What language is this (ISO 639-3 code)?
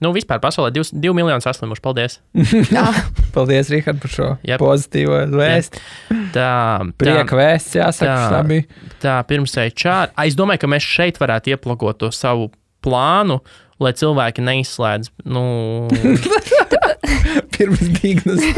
lav